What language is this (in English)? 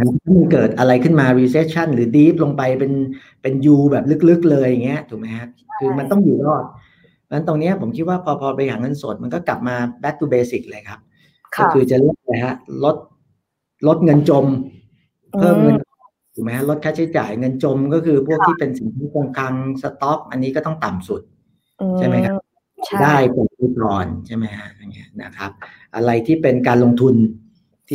Thai